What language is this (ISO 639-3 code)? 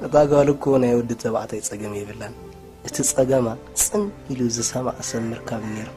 tir